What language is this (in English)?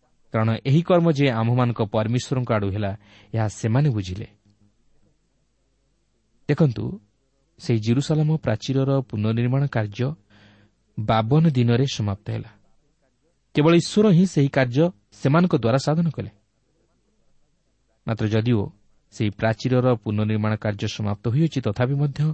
Odia